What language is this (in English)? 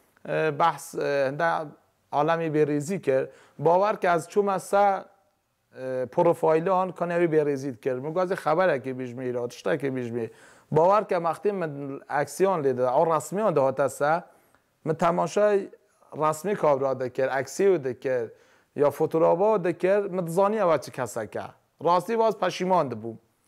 Kurdish